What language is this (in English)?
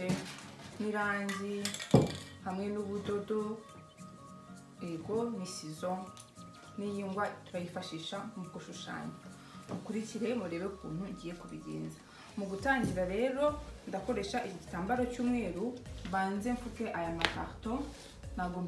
Kinyarwanda